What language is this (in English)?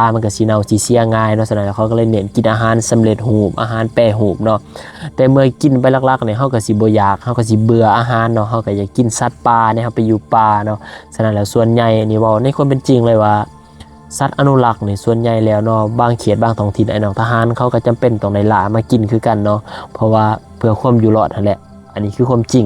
Lao